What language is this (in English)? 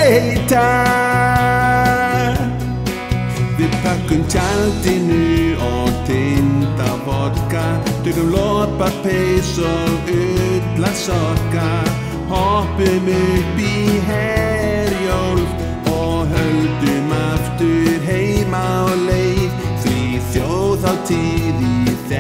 Icelandic